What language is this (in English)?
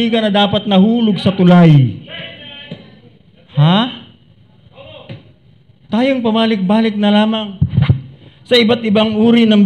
Filipino